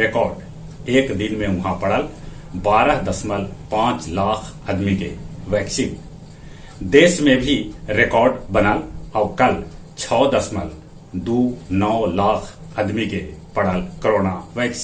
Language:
Magahi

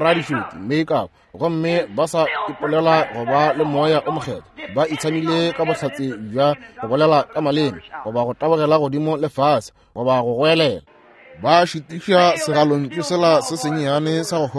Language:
Northern Sotho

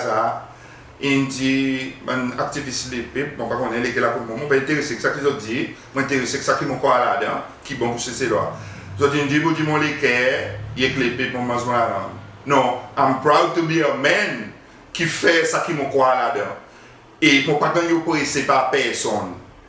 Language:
Seselwa Creole French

